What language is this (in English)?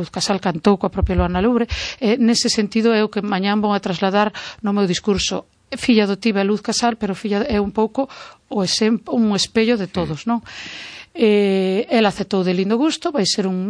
Galician